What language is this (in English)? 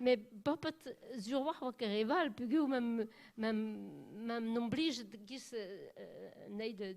Breton